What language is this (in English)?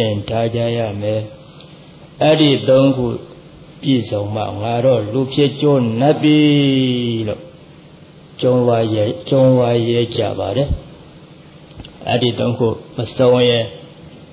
Burmese